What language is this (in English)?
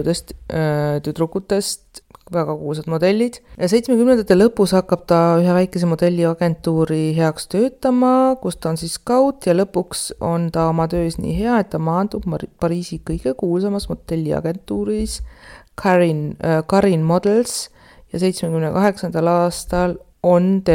Estonian